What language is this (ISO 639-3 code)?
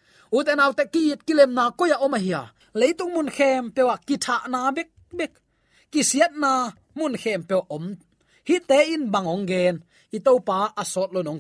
ctd